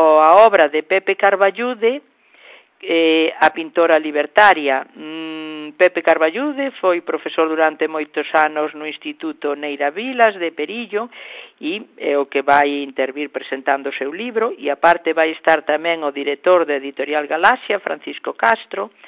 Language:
Galician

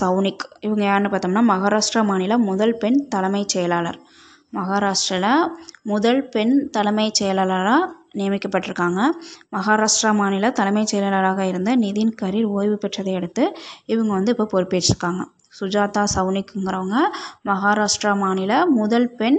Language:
Tamil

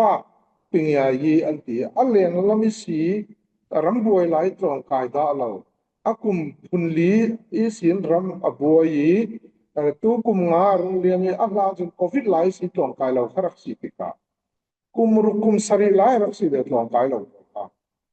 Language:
Falam Chin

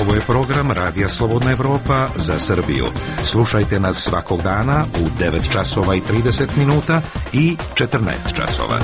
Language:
Serbian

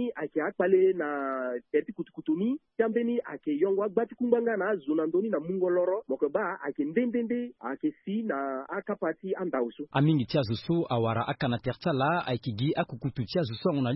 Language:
Sango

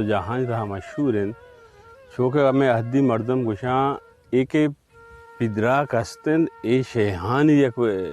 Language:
Baluchi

